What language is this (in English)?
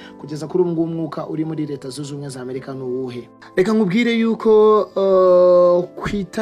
Kinyarwanda